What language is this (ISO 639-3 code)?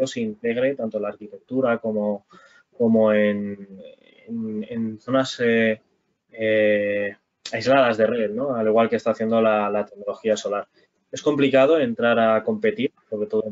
spa